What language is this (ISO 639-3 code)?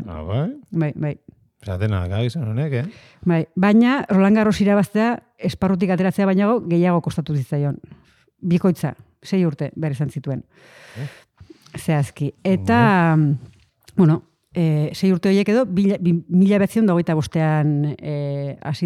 eus